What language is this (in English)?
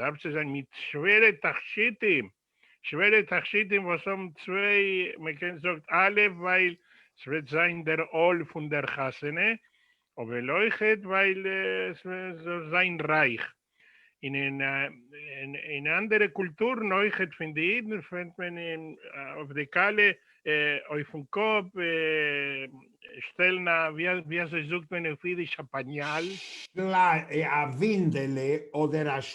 Yiddish